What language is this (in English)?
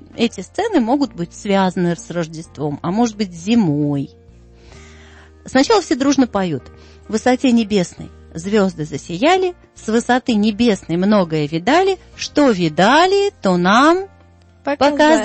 Russian